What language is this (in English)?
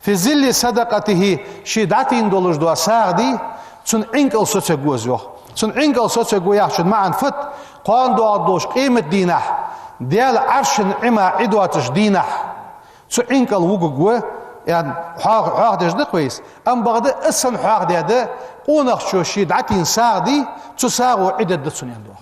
Ingush